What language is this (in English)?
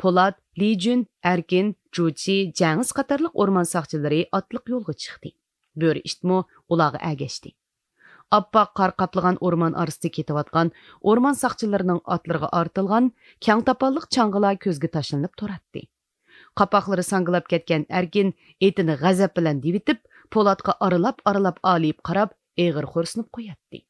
Uyghur